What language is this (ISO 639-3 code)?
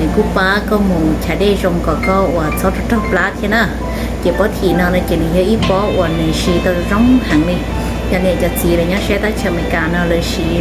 hmn